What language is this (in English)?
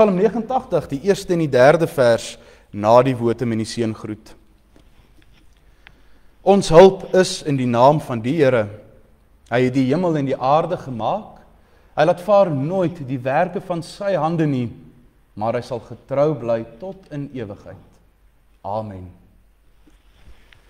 Afrikaans